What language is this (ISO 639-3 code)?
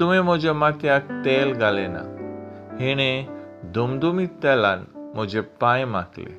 kok